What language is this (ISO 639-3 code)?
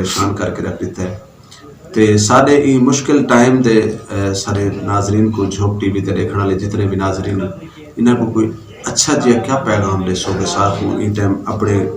skr